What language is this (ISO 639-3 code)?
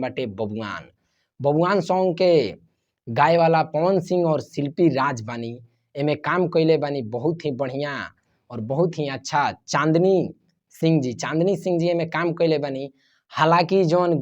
bho